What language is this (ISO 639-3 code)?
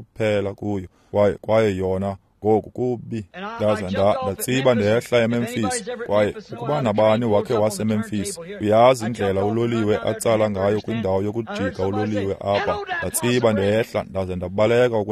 xho